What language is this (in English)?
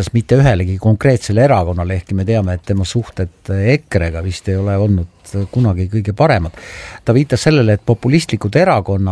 Estonian